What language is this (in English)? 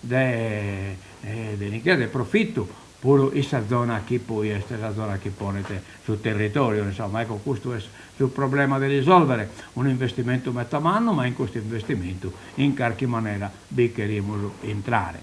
Sardinian